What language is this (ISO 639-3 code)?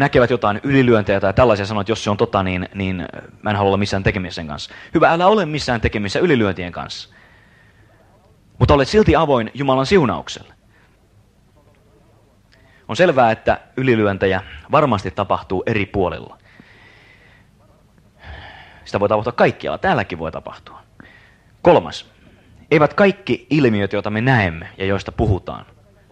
fin